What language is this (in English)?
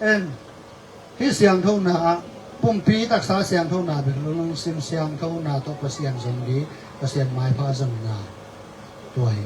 Tedim Chin